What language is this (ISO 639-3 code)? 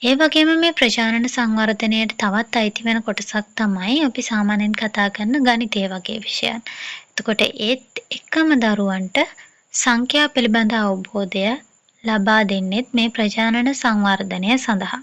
sin